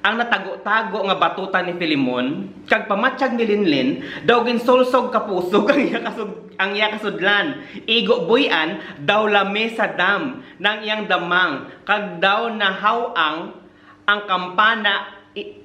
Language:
Hiligaynon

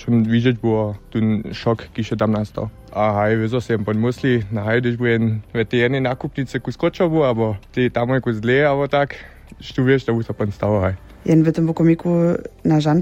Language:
Upper Sorbian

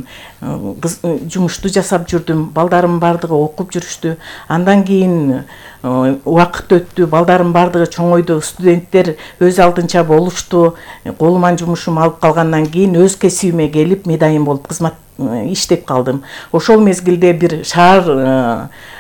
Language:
Kyrgyz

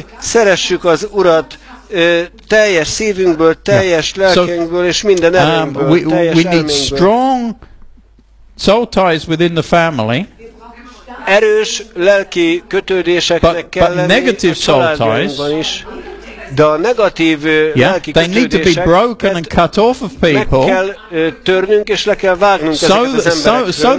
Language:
Hungarian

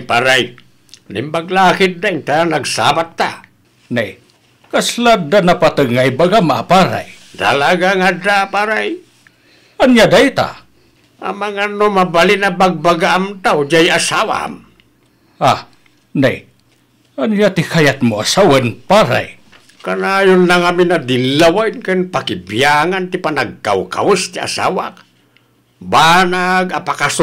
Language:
Iloko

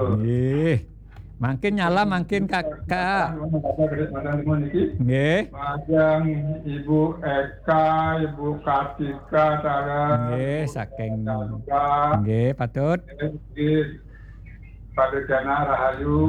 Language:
Balinese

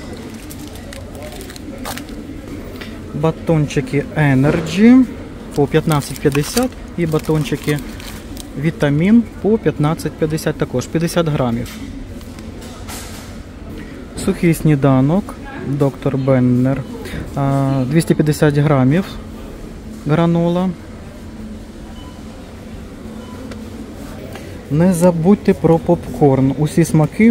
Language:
Ukrainian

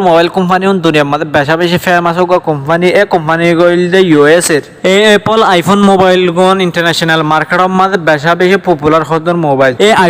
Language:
Rohingya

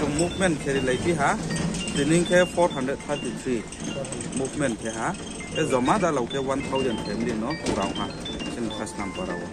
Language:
Riang (India)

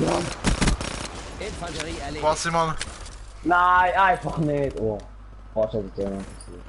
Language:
Swiss German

